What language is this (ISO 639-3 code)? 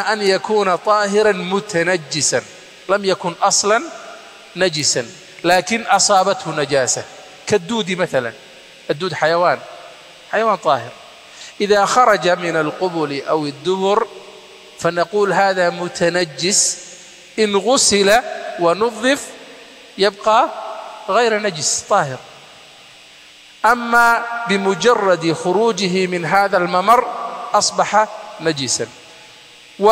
ara